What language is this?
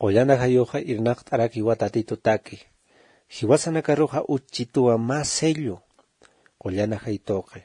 Aymara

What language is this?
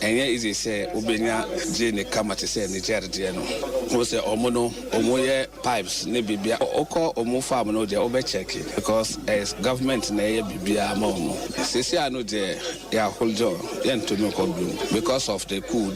Akan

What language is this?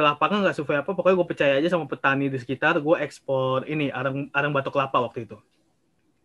Indonesian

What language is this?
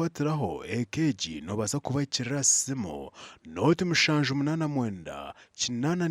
Nyankole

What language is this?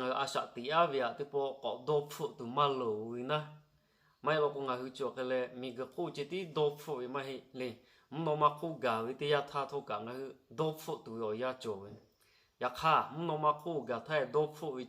Lahu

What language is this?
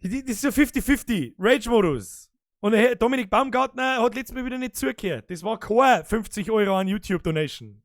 Bavarian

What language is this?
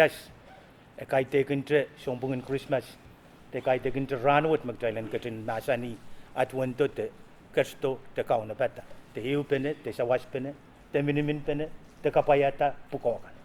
Pohnpeian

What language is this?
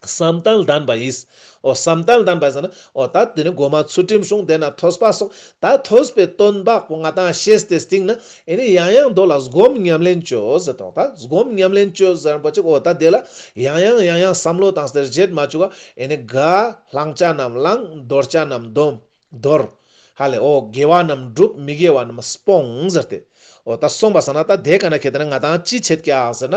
Ladakhi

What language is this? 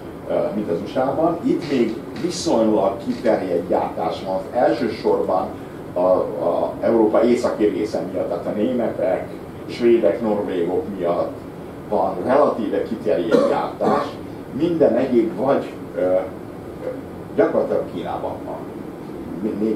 Hungarian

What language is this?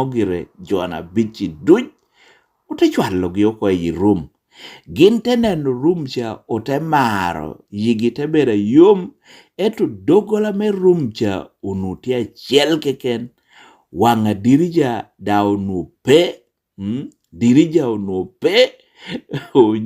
Lango (Uganda)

